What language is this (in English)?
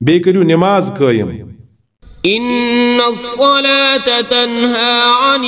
Kashmiri